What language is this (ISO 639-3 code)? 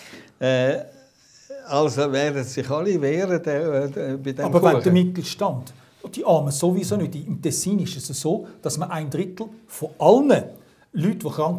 gsw